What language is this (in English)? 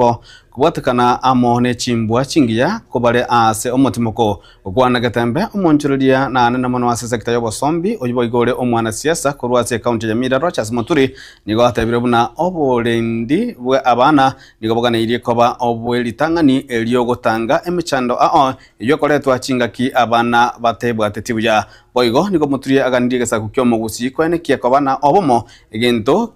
Gusii